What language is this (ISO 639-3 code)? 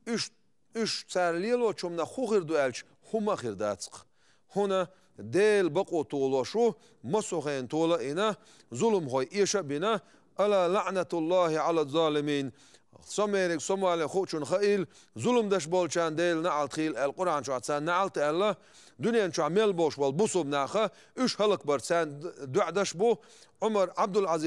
che